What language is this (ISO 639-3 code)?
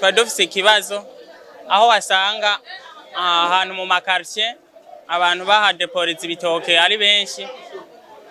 run